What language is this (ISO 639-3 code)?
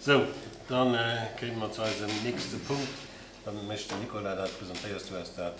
ltz